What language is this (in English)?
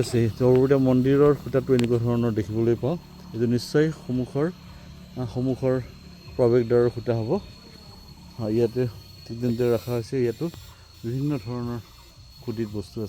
Assamese